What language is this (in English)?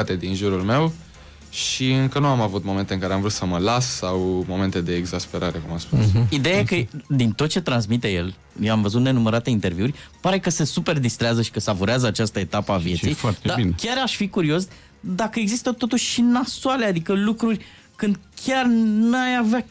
Romanian